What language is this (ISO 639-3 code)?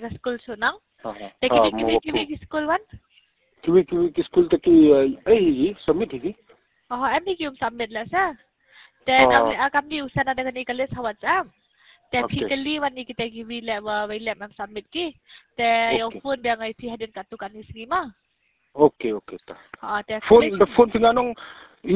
kha